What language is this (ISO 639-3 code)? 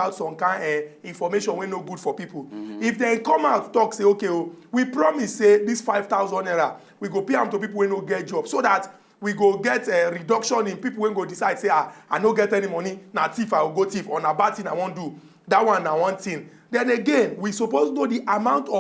pcm